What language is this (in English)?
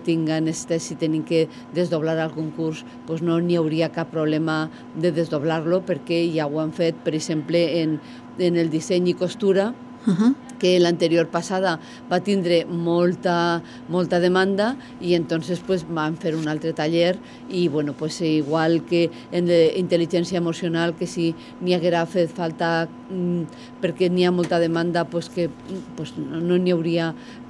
Catalan